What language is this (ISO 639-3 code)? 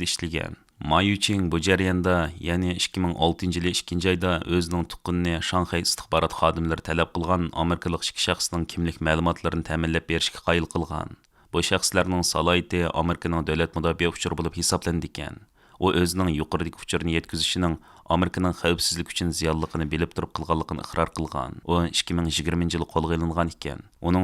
uig